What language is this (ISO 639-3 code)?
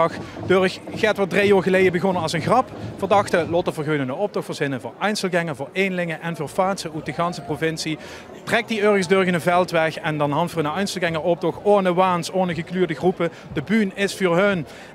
lim